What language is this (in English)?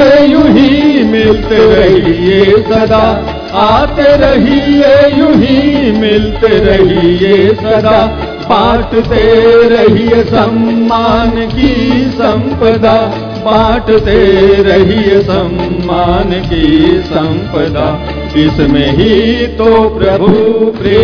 Hindi